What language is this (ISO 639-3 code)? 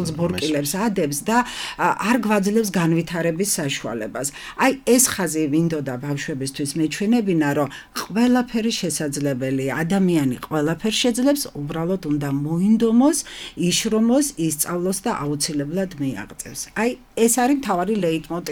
kat